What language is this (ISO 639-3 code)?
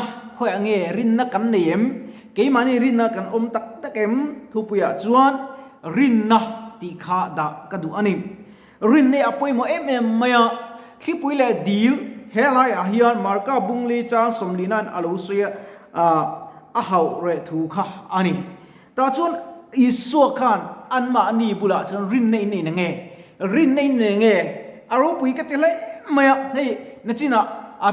lus